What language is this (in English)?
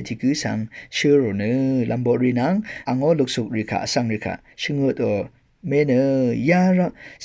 Rawang